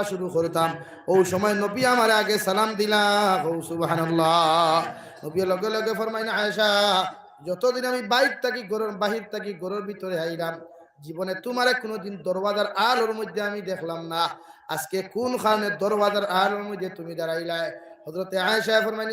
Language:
Sylheti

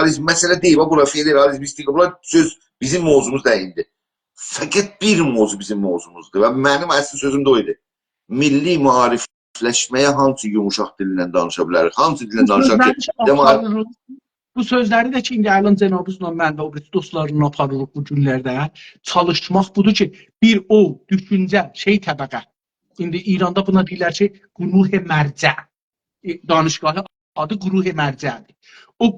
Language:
South Azerbaijani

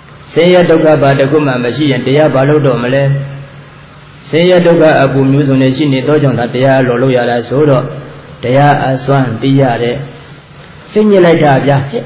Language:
Burmese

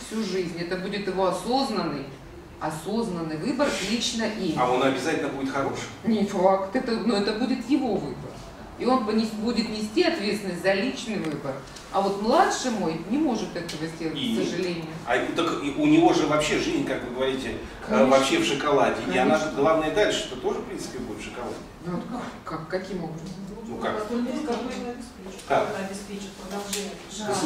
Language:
Russian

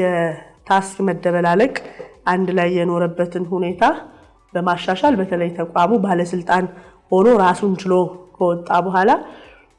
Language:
Amharic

